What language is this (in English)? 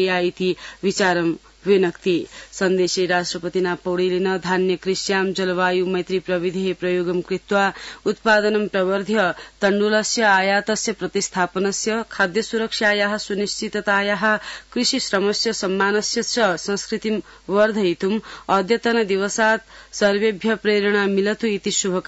Sanskrit